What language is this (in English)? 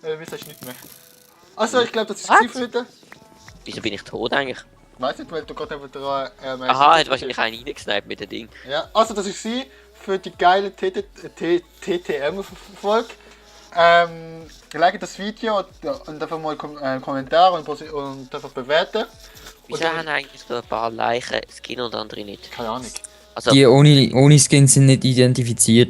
Swiss German